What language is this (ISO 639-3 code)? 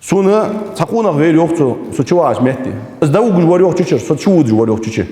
inh